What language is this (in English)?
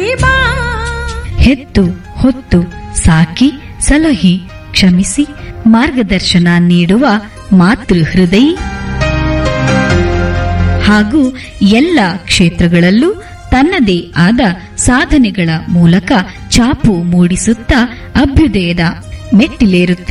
Kannada